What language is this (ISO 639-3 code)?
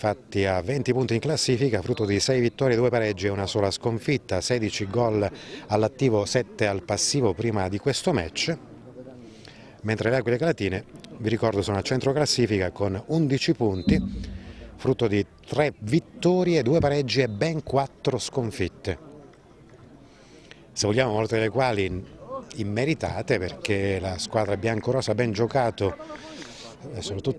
ita